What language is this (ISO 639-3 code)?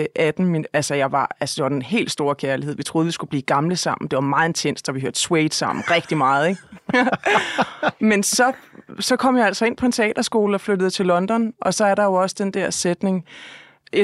dan